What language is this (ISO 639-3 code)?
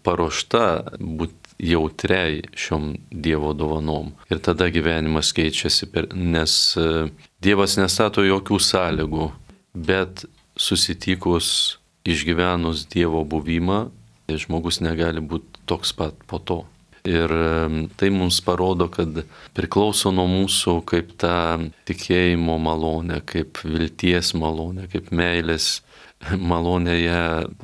lit